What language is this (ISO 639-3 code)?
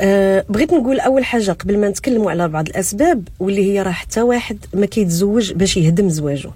ary